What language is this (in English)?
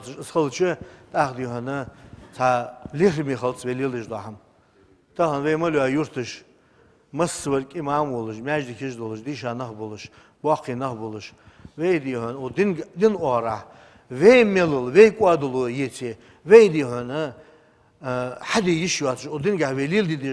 Ingush